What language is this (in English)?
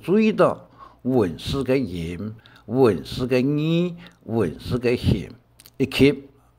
Hakka Chinese